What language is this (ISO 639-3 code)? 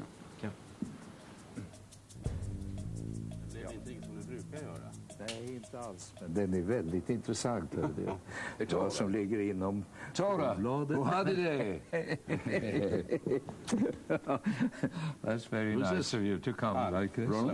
swe